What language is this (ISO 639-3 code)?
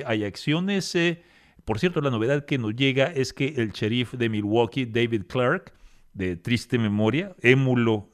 spa